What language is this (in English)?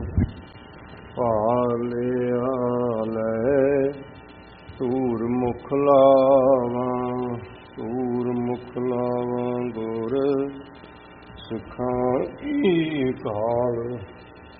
Punjabi